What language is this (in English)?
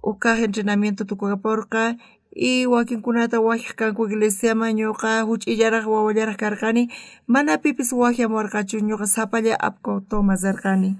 South Bolivian Quechua